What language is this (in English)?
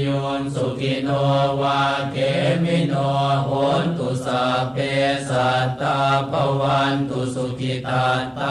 Pali